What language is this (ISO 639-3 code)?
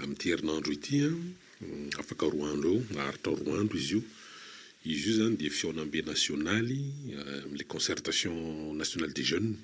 mlg